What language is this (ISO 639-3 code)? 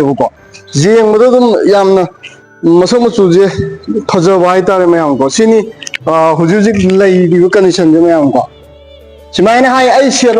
mni